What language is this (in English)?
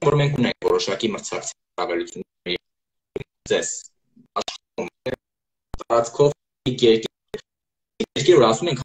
Armenian